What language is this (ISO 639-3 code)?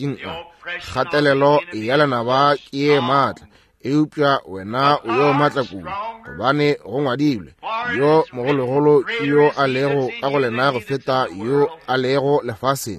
nso